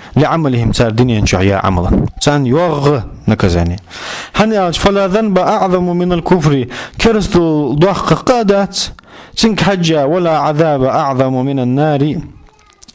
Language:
Ingush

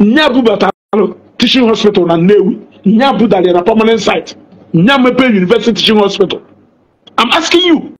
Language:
Igbo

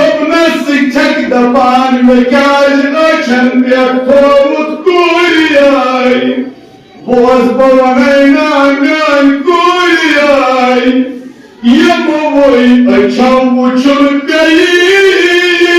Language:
Kashmiri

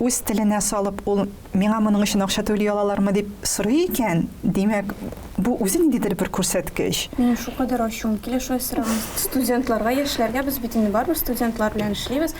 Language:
Tatar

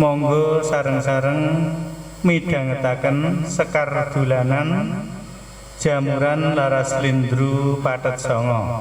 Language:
Javanese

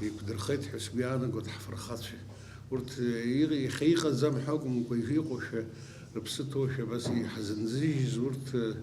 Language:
Abkhazian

